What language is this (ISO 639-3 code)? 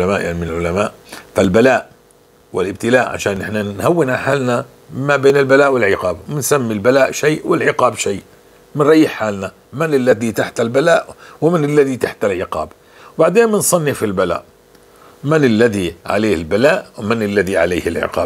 apc